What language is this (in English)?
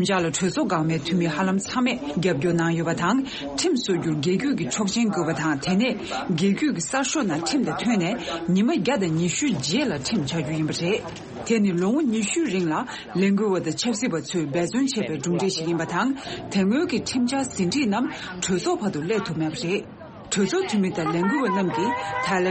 Tibetan